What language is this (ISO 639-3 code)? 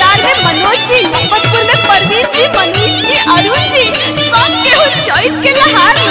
bho